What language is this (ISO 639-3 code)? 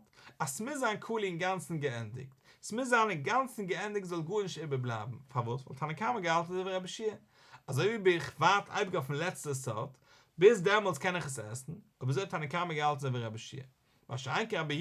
yid